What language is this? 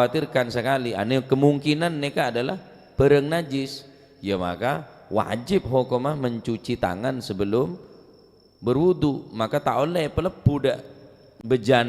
Madurese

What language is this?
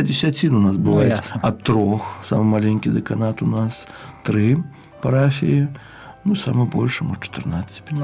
Belarusian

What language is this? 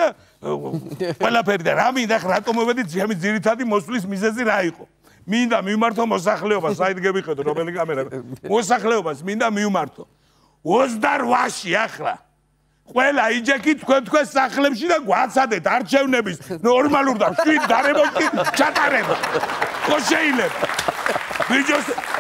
Georgian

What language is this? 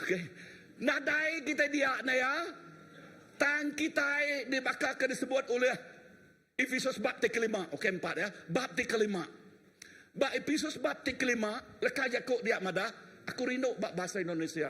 Iban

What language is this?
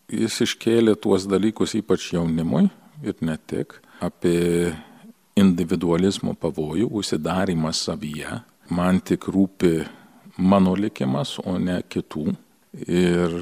Lithuanian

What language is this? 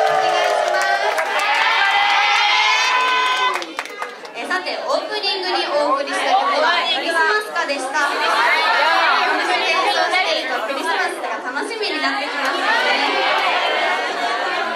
Japanese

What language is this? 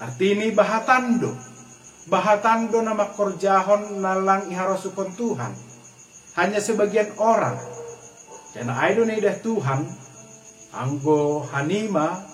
Batak Simalungun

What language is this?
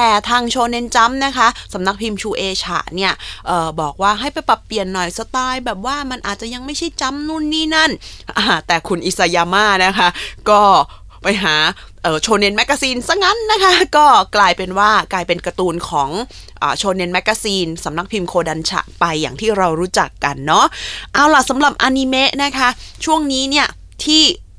Thai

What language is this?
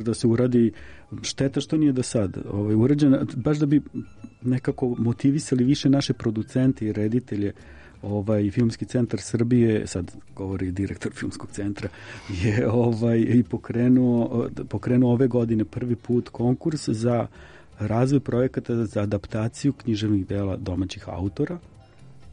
Serbian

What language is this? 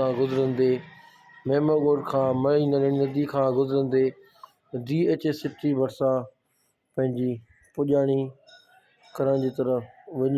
Sindhi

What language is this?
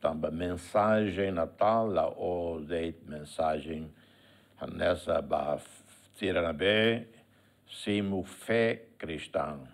Tetum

